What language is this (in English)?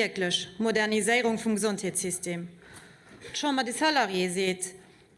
Luxembourgish